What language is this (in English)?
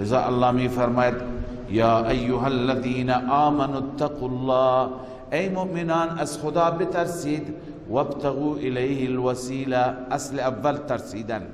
Persian